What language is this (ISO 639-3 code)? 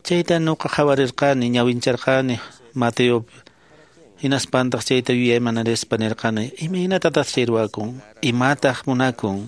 que